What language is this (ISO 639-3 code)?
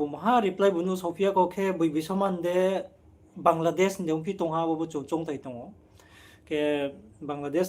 ria